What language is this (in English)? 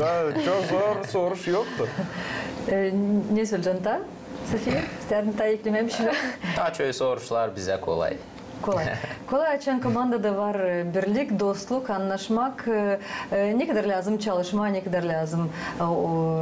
Gagauz